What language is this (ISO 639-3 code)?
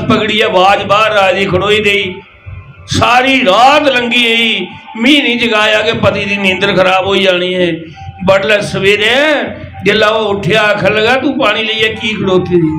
doi